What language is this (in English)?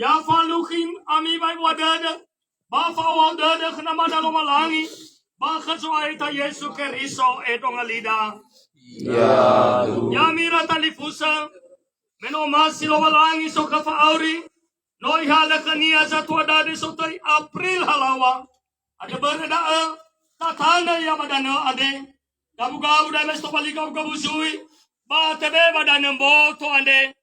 Nias